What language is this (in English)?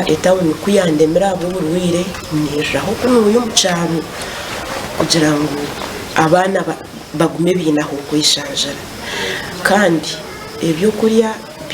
Nyankole